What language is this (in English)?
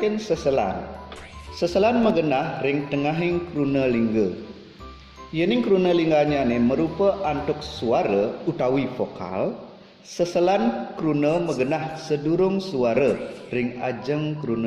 Balinese